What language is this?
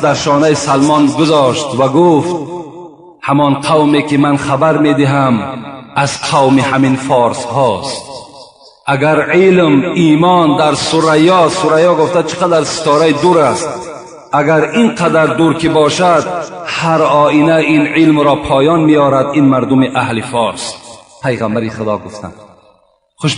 Tajik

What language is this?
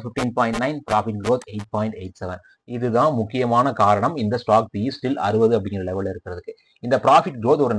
Tamil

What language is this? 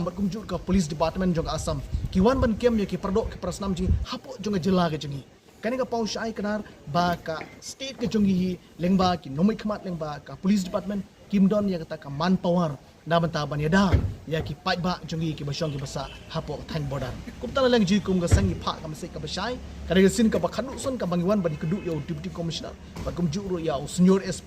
Khasi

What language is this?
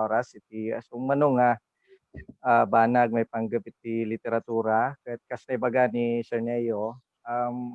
Iloko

